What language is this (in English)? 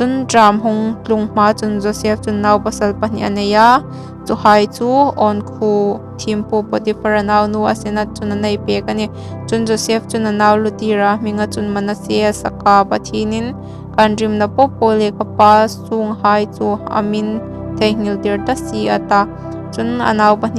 Hmar